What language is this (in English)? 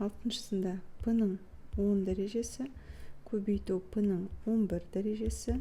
Kazakh